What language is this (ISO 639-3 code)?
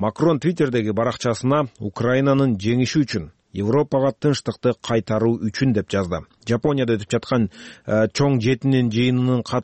kir